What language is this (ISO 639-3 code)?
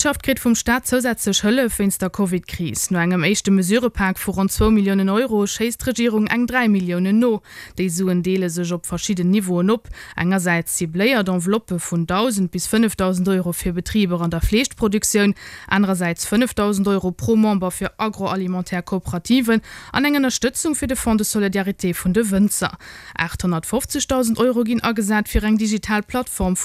ltz